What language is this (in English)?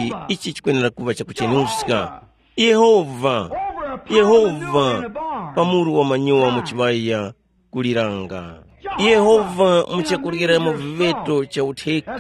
Tumbuka